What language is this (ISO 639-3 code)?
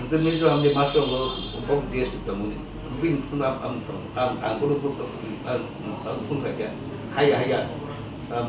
trp